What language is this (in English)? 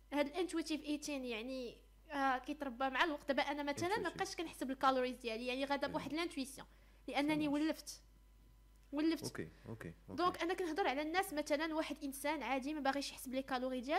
Moroccan Arabic